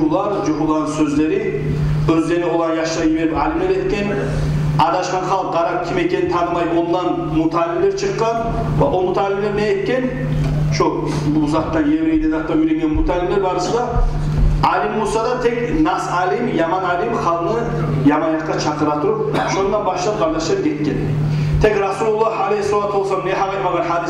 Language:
Kumyk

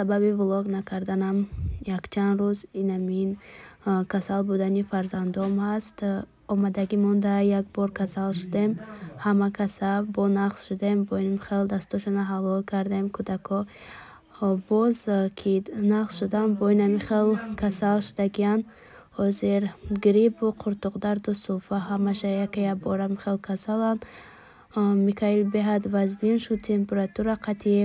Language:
Tajik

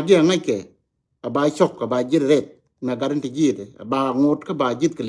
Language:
Nuer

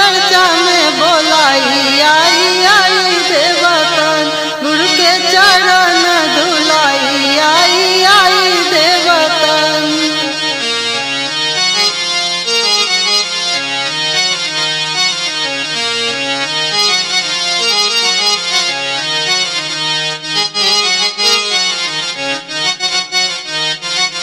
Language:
Bhojpuri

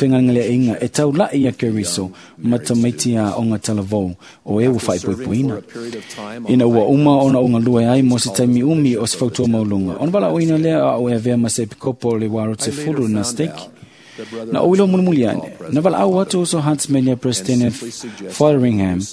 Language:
Samoan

